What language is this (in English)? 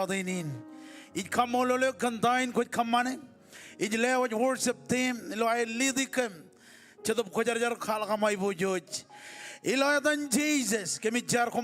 Marshallese